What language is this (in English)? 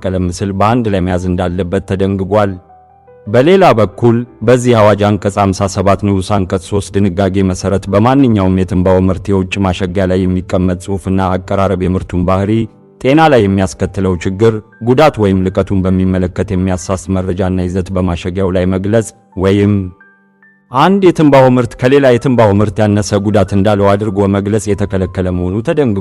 Amharic